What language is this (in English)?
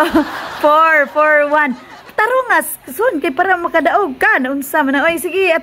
Cebuano